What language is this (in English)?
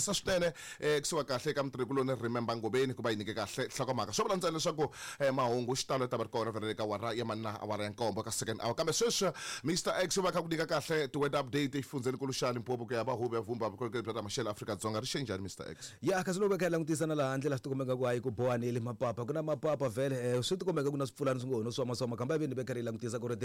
Tsonga